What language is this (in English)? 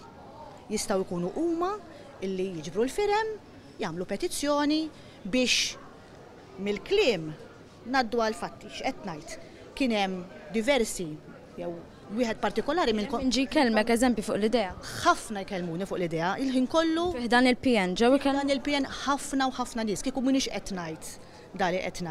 Maltese